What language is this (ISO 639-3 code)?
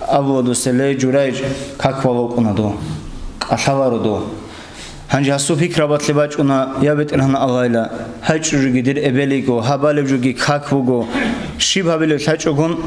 ava